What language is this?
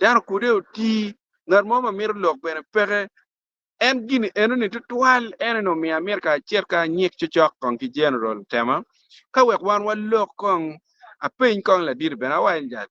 Acoli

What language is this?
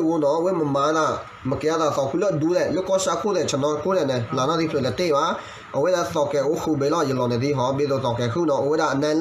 S'gaw Karen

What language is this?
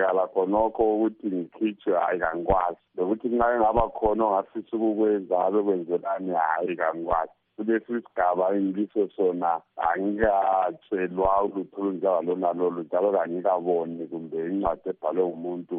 North Ndebele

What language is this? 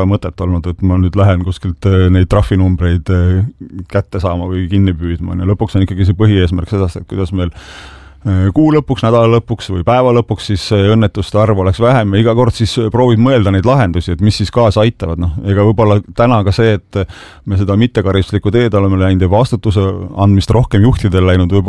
Estonian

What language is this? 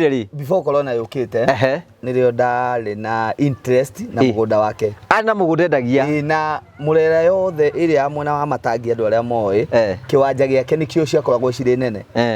Kikuyu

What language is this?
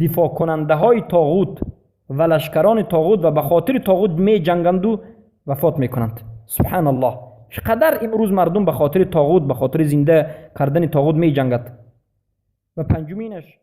Persian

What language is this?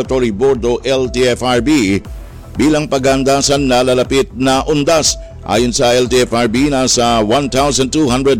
Filipino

